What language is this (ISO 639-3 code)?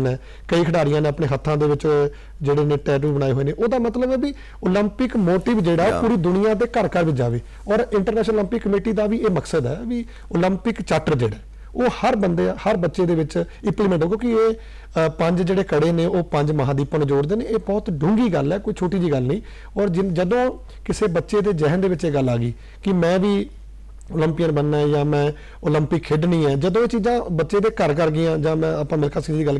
pan